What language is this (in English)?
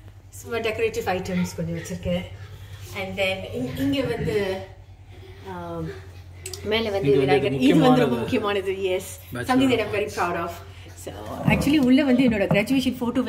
Tamil